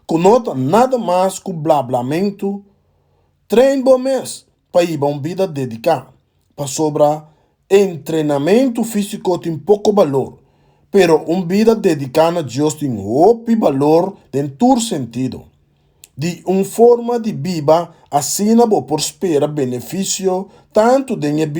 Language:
Papiamento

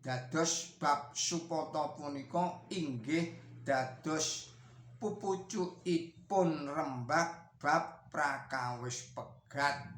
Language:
Javanese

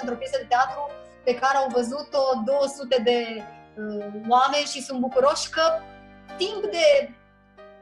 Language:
Romanian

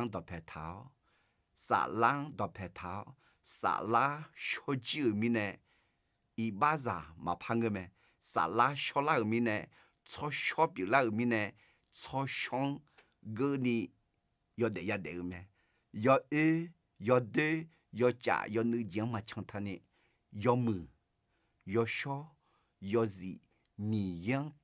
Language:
Akha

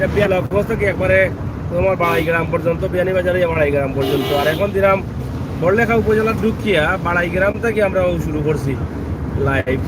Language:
Sylheti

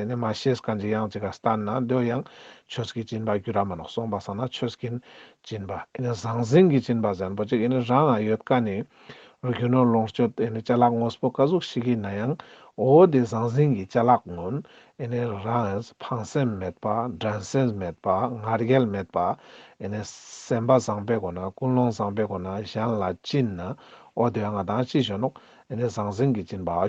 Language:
Ladakhi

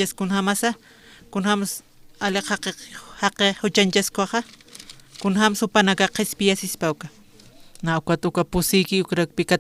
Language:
Aymara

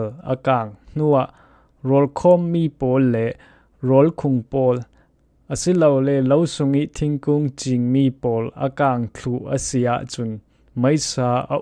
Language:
Falam Chin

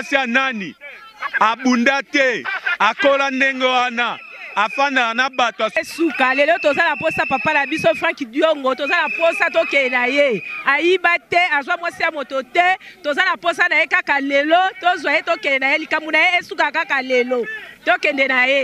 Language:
Lingala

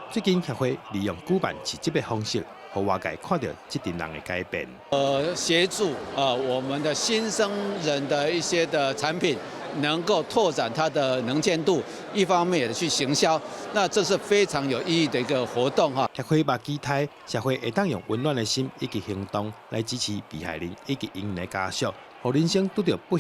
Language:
Min Nan Chinese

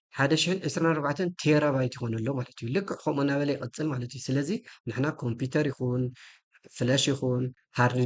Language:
Tigrinya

